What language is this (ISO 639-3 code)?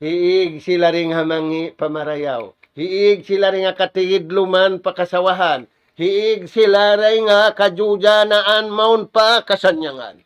tsg